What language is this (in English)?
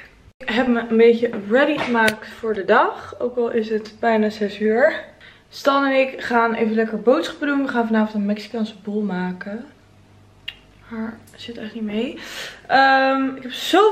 Dutch